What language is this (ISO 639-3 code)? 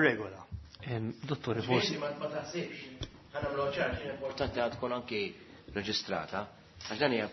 mlt